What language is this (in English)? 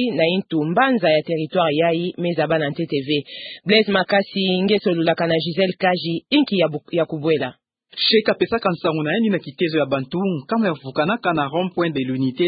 Kituba (Democratic Republic of Congo)